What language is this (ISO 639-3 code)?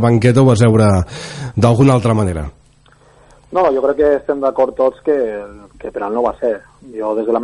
cat